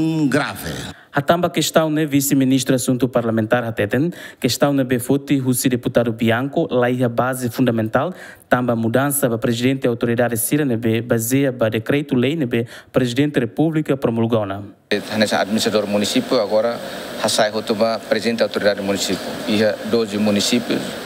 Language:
Tetum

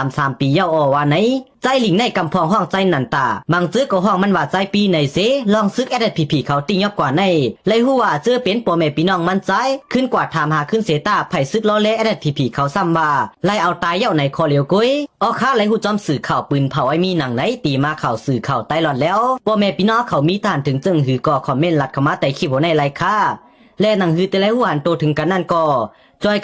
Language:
Shan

